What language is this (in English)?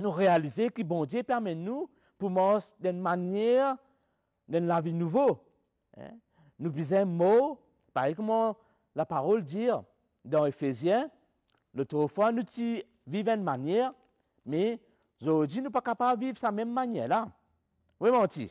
Morisyen